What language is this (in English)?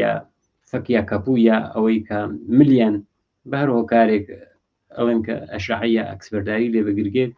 Central Kurdish